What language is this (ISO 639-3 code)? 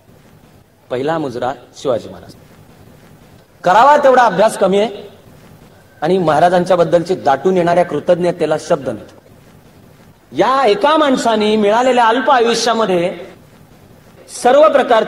mar